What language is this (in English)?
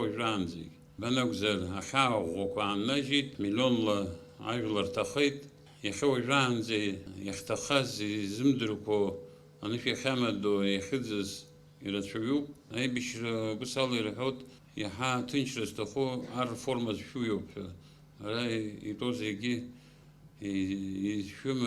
Abkhazian